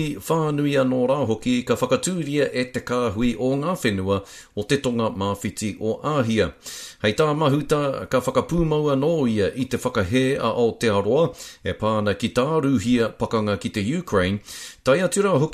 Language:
Māori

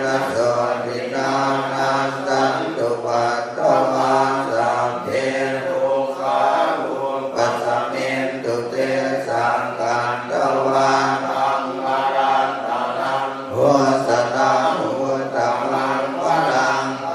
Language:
Pali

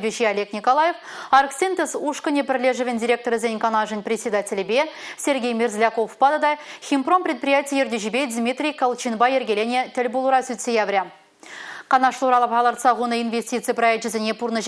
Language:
Chuvash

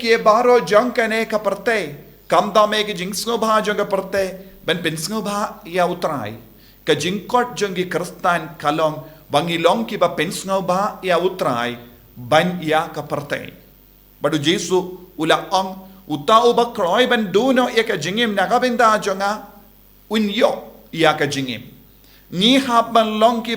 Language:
Khasi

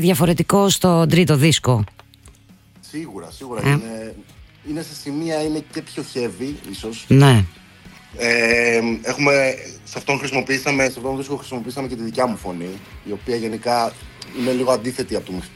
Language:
Greek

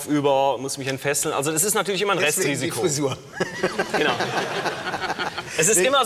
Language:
German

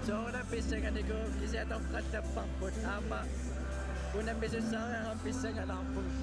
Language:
Kalaallisut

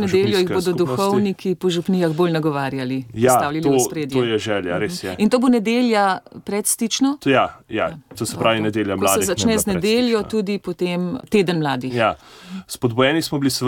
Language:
Slovenian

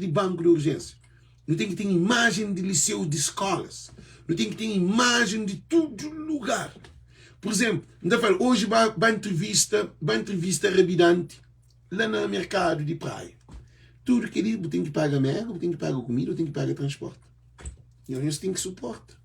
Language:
Kabuverdianu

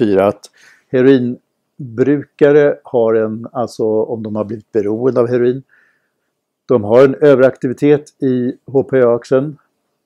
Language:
Swedish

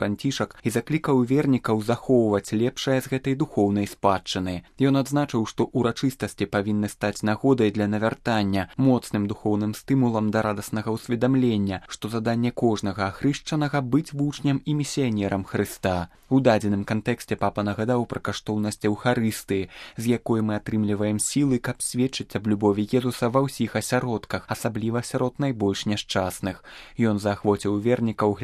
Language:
Belarusian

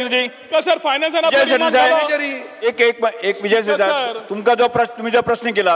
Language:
Konkani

